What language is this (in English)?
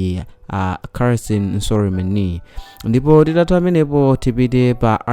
Nyanja